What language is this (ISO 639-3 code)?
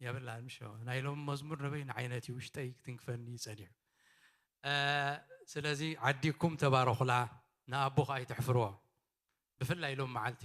tir